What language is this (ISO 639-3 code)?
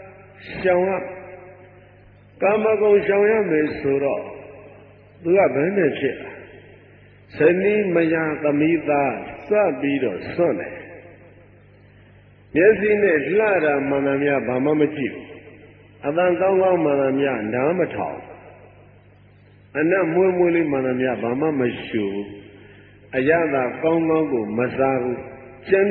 mya